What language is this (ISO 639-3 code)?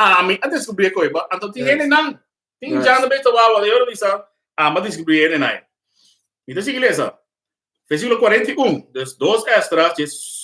pap